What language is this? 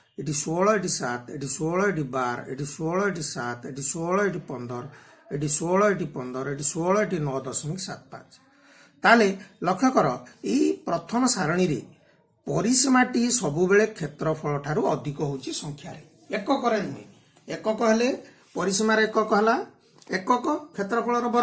Odia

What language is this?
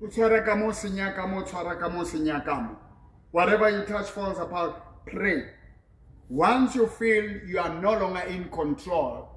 Southern Sotho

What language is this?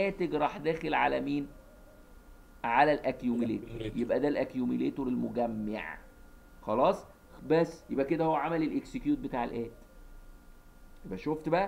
Egyptian Arabic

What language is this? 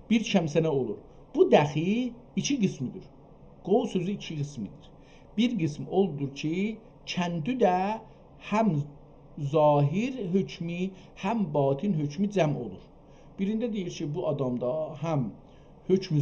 South Azerbaijani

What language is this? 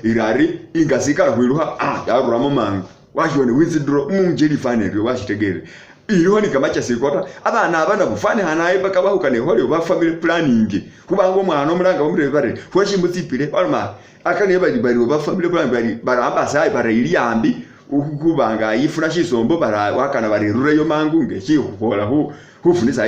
Masaaba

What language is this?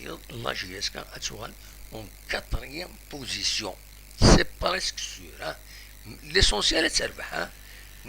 Kabyle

